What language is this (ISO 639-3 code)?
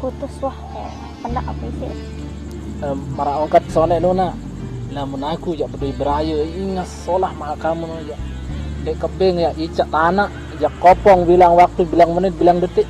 sas